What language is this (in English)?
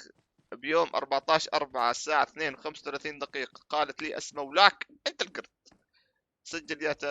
North Levantine Arabic